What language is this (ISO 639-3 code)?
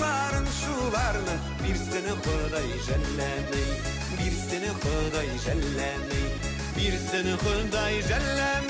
bak